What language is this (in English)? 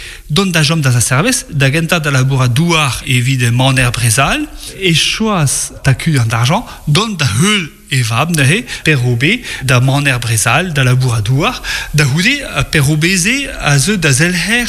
Breton